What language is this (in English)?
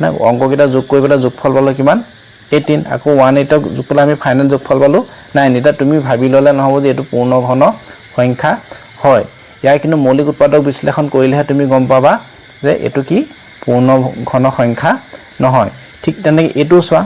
Assamese